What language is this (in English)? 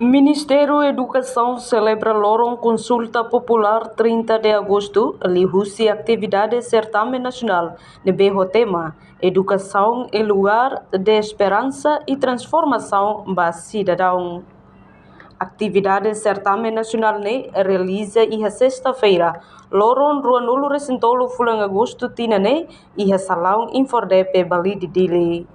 Tetum